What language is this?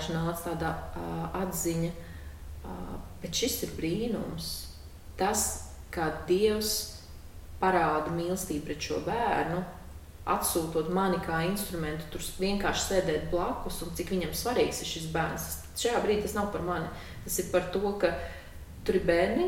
Latvian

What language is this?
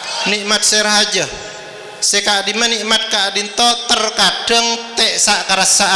Madurese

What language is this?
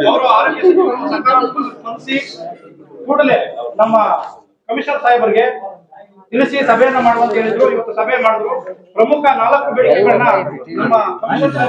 Kannada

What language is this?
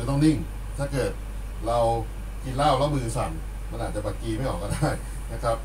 Thai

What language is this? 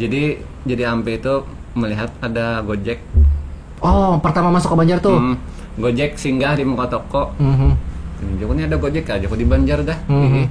Banjar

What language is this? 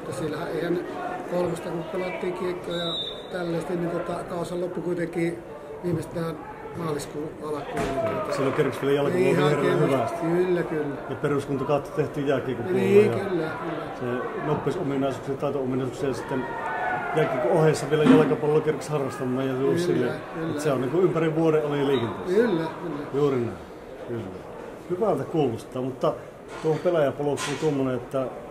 Finnish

